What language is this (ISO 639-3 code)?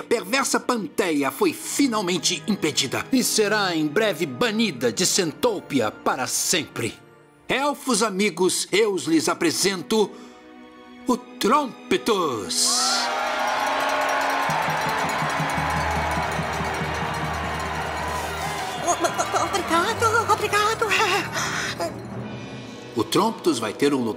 por